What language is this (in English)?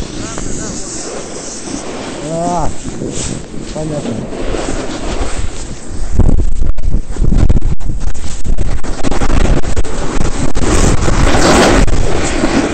Russian